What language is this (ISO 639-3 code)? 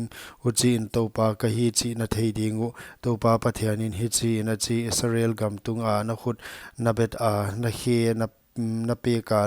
pck